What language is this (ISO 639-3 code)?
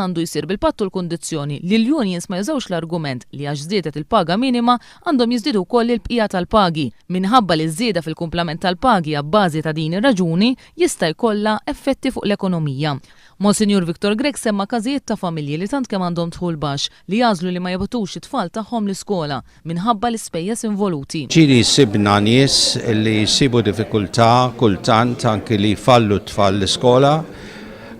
mlt